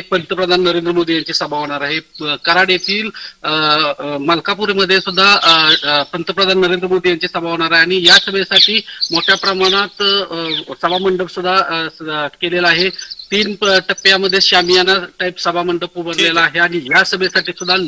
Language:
Marathi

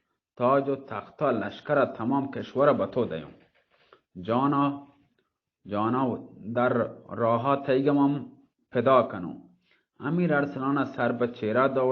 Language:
Baluchi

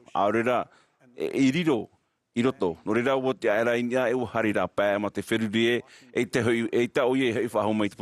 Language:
Tahitian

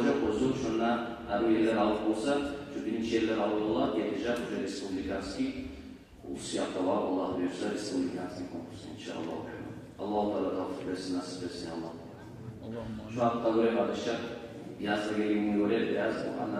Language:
Kumyk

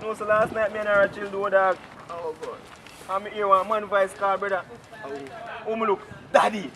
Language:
Jamaican Creole English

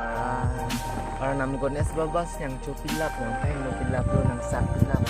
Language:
Karbi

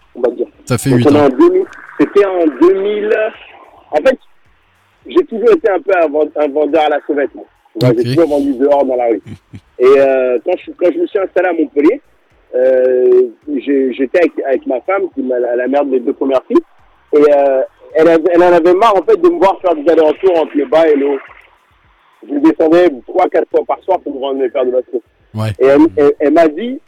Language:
French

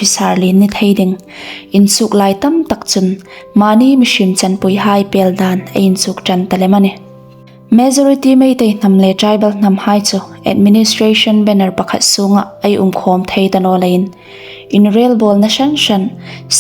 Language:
Hmar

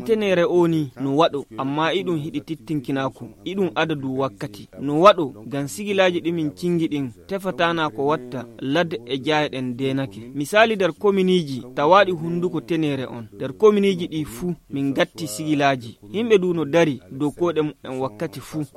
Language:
Fula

